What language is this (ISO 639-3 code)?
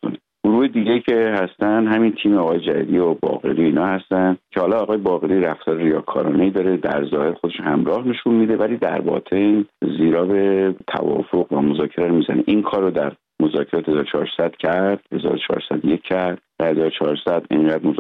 fas